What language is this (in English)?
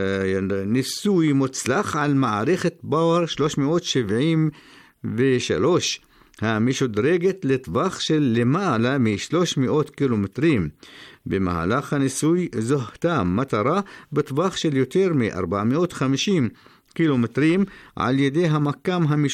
Hebrew